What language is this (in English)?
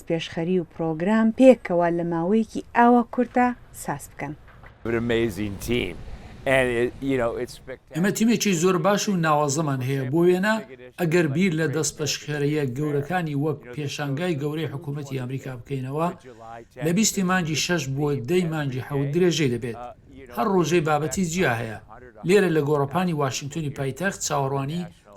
Central Kurdish